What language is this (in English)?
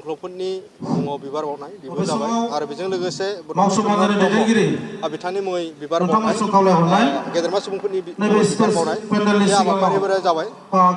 Bodo